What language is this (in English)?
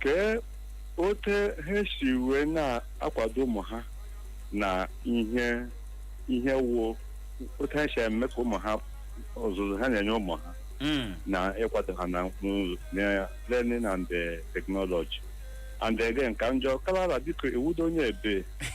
Igbo